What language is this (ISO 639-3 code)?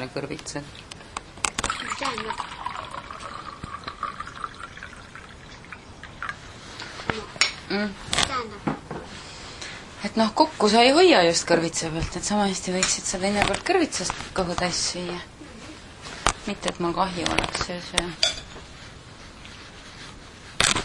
est